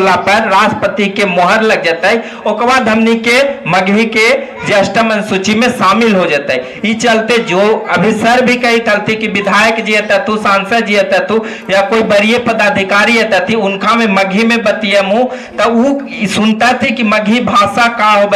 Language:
Magahi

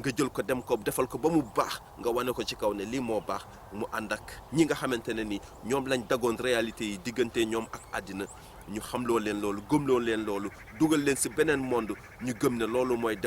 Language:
Wolof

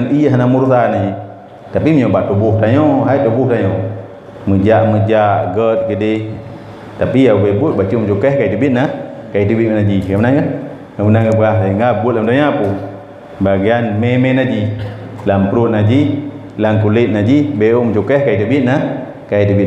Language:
Achinese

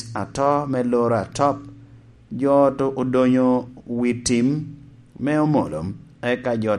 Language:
Lango (Uganda)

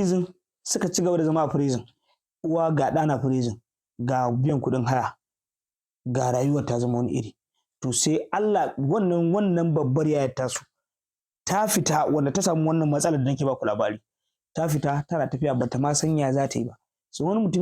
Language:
Hausa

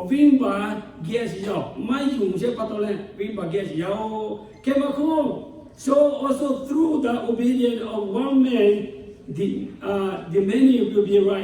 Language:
Lahu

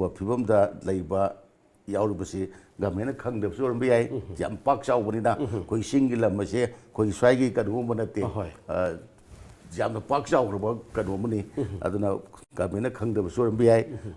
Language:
Manipuri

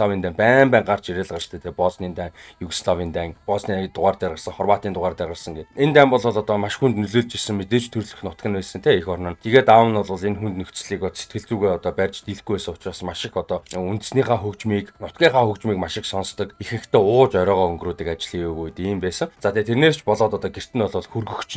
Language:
Mongolian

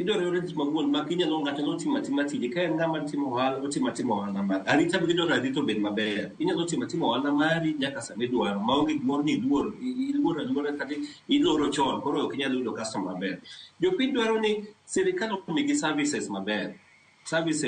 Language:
Luo (Kenya and Tanzania)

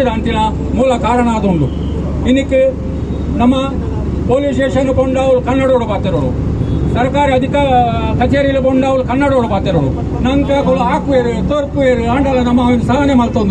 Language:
Tulu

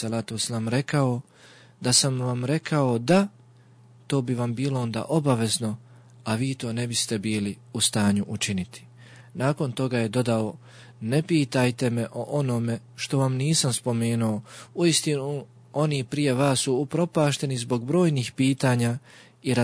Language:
Bosnian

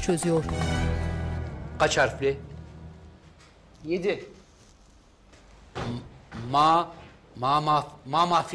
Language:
Turkish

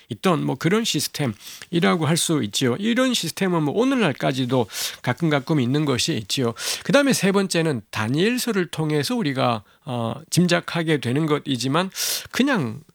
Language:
Korean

